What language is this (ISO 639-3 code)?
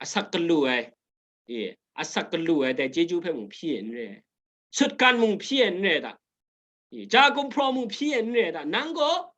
kac